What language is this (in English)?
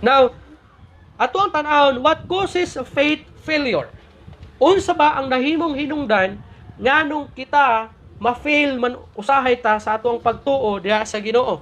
Cebuano